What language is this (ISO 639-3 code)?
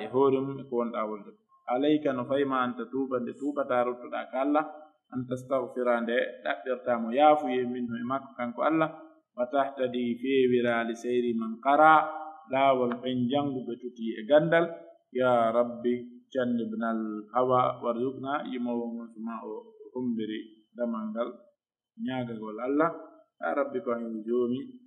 fuf